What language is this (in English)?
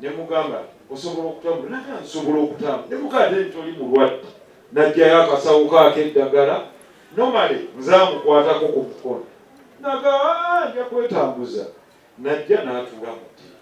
Ganda